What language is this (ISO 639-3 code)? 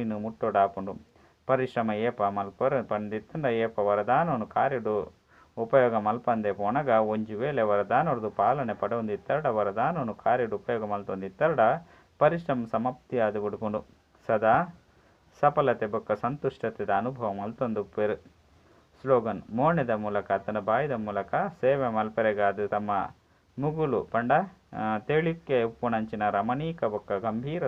tcy